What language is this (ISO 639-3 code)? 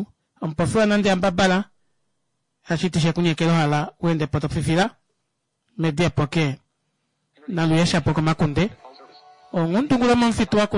kua